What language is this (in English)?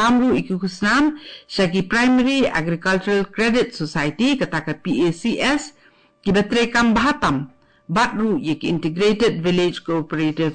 Khasi